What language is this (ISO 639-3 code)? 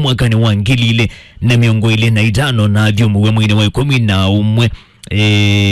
kam